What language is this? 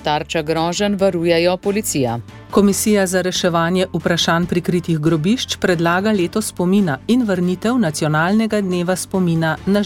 Slovenian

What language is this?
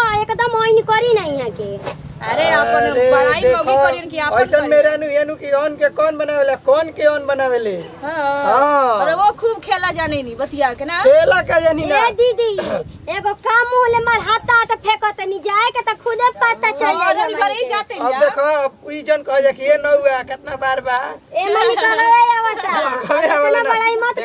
Bhojpuri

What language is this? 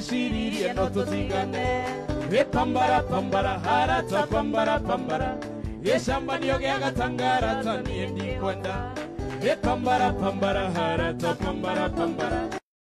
Kikuyu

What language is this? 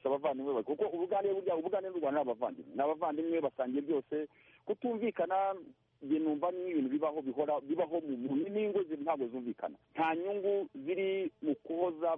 Kinyarwanda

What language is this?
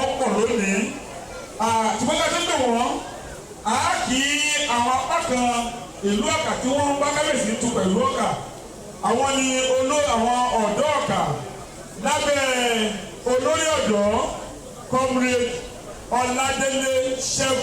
Yoruba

